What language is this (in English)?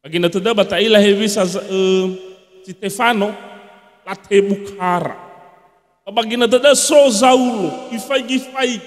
Nias